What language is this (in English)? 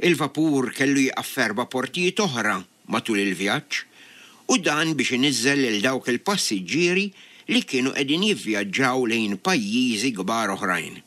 Maltese